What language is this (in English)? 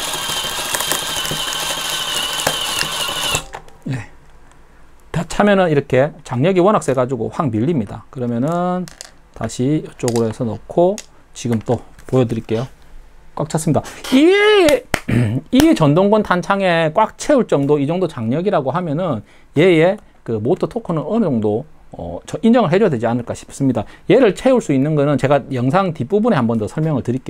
Korean